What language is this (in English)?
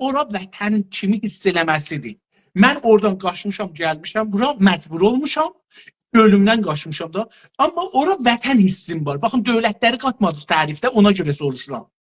South Azerbaijani